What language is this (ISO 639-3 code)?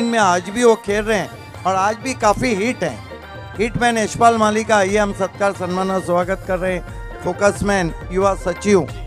mar